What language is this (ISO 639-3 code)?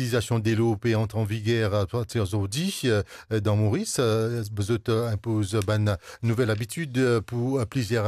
mfe